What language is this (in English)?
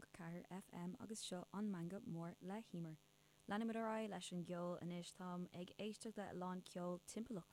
Irish